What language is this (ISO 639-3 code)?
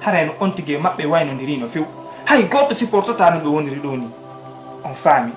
ful